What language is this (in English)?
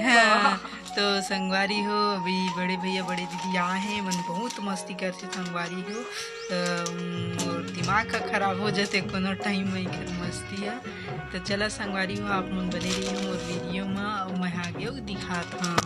Chhattisgarhi